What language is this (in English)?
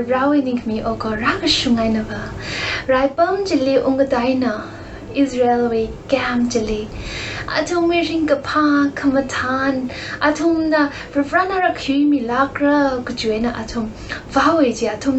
Tangkhul Naga (India)